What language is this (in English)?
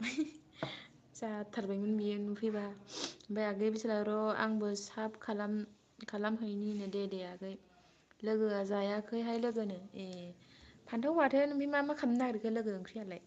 Bodo